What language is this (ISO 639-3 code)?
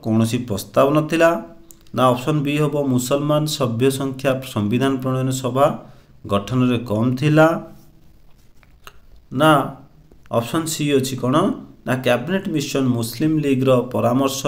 ori